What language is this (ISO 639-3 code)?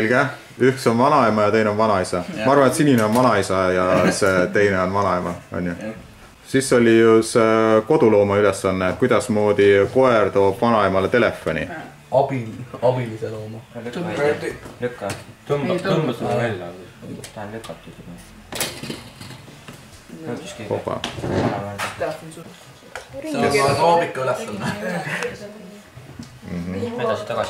est